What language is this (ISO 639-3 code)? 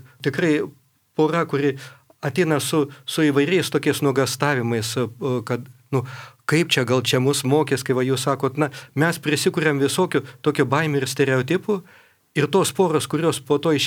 lit